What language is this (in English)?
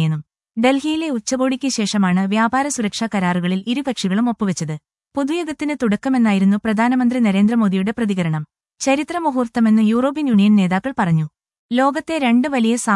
Malayalam